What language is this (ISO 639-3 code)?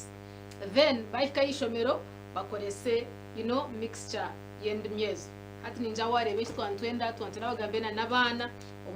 nyn